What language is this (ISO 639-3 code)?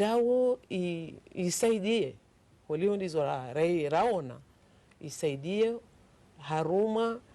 zdj